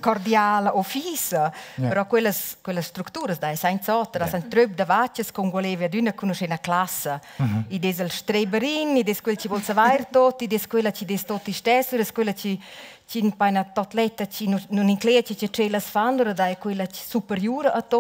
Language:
Romansh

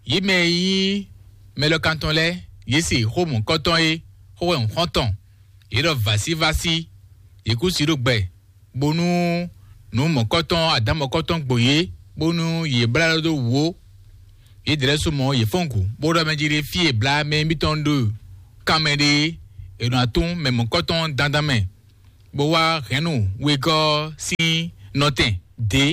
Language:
Fon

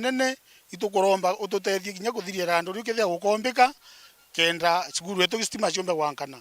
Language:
Meru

